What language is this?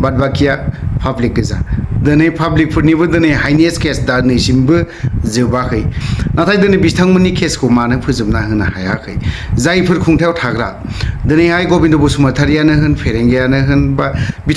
Bodo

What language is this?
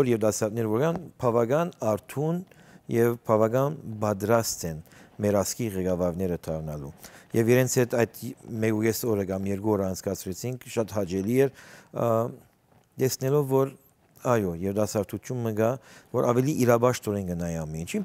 Western Armenian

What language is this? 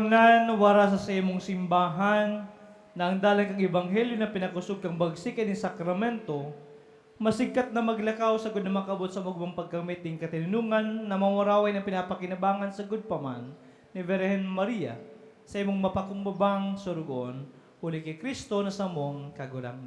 Bikol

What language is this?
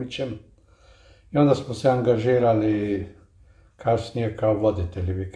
Croatian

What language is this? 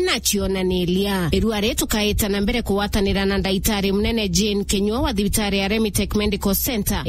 Meru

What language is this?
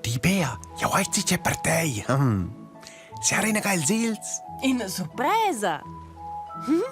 Romansh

